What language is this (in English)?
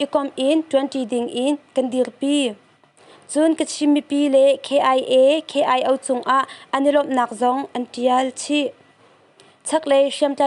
Hakha Chin